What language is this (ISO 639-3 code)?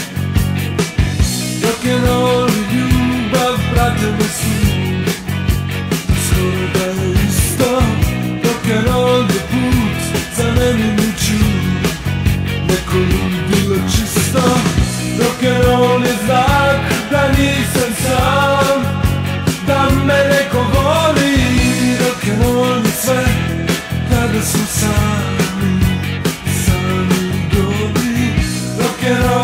srp